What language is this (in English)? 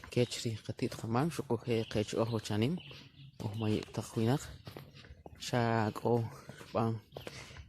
Kʼicheʼ